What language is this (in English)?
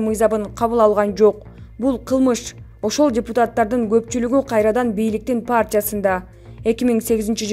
Kyrgyz